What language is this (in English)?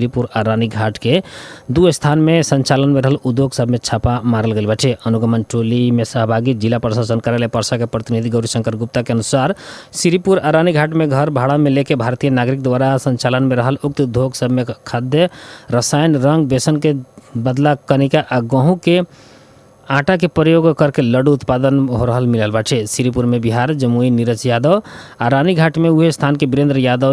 Bhojpuri